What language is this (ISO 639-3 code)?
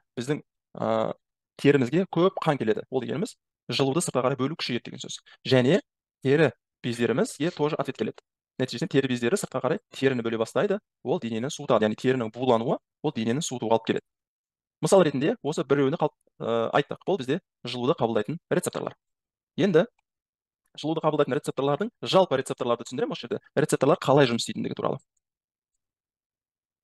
kaz